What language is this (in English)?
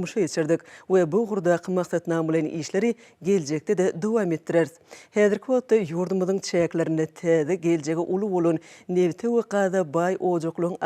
Turkmen